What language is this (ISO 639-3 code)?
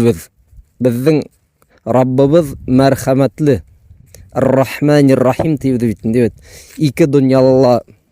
bak